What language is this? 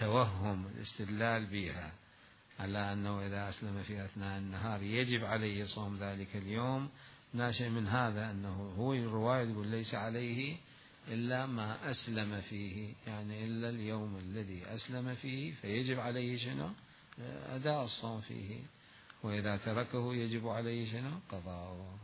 Mesopotamian Arabic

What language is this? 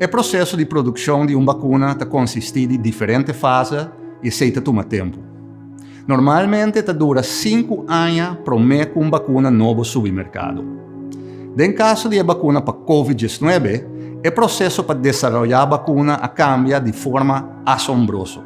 Papiamento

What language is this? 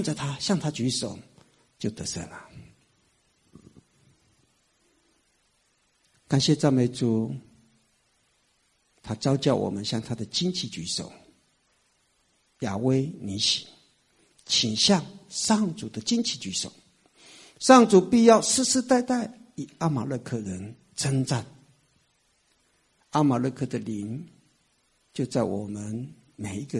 Chinese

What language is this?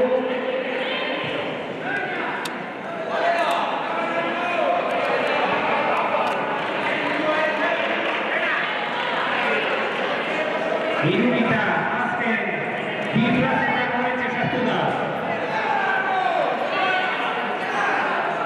Basque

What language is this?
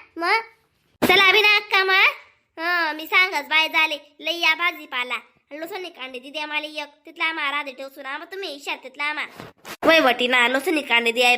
Khandesi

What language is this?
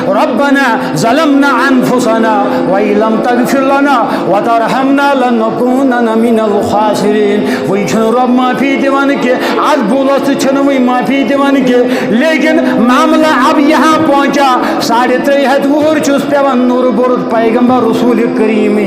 Kashmiri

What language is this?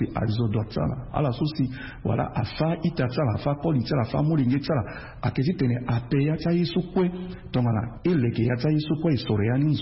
Sango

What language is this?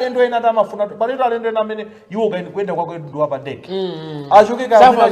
Nyanja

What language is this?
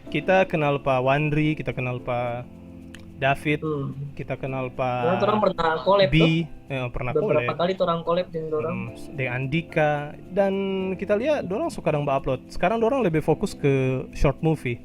Manado Malay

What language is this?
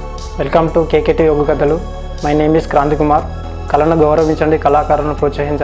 Telugu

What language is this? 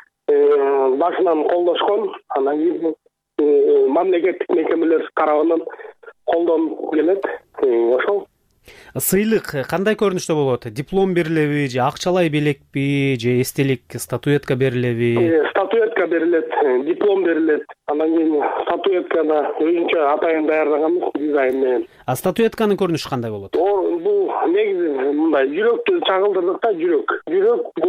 Kyrgyz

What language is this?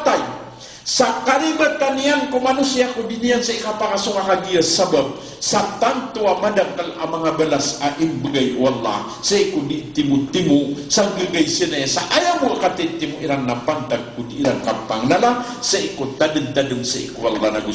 Maranao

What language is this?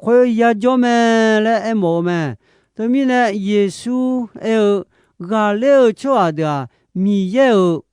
Akha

